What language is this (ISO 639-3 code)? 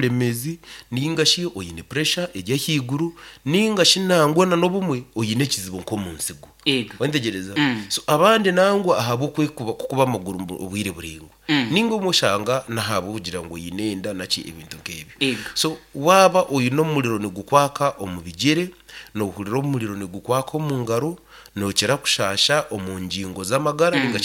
nyn